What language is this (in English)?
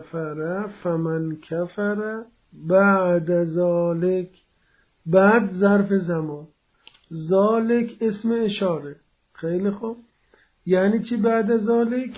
Persian